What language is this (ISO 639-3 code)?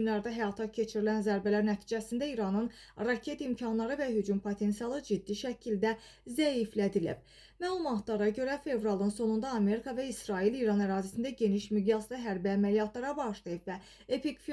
aze